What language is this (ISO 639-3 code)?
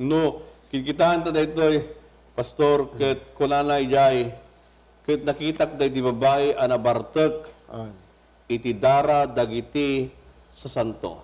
ilo